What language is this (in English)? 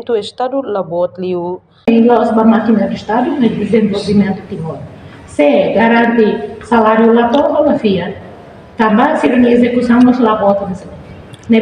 Tetum